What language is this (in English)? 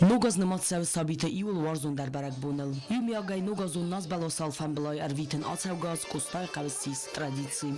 Ossetic